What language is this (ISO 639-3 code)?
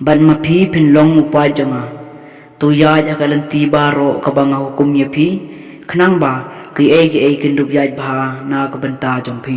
kha